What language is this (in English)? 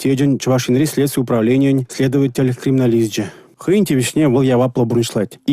Chuvash